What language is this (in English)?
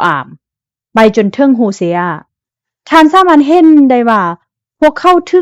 Lao